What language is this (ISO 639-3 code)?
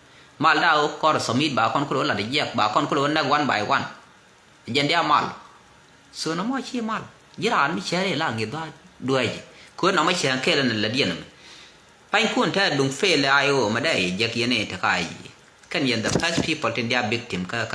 nus